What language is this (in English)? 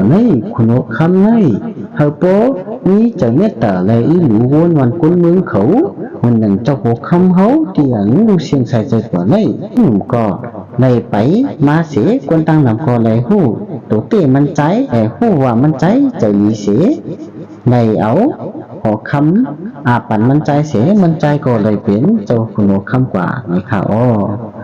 Shan